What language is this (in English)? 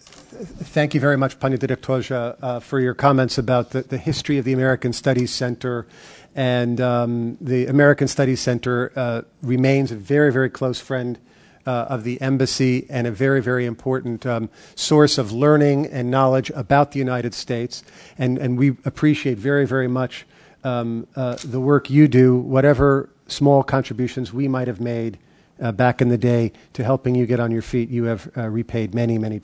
English